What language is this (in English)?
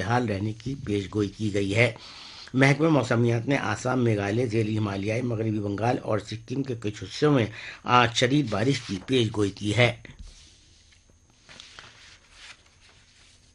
Urdu